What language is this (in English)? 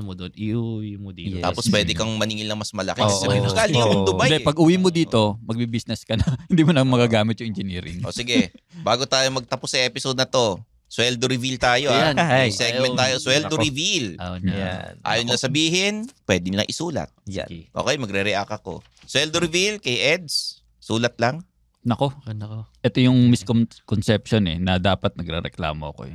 Filipino